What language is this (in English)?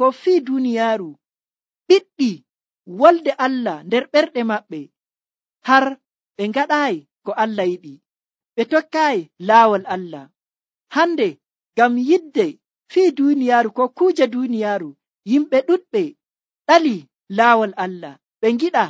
Nigerian Fulfulde